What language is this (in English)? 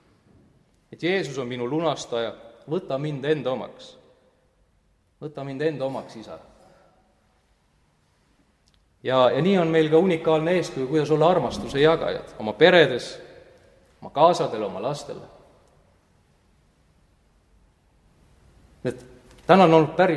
Estonian